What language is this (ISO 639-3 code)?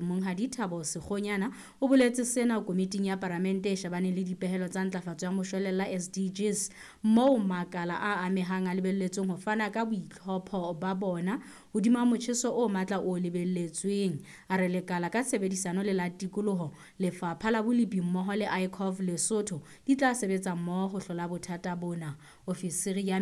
sot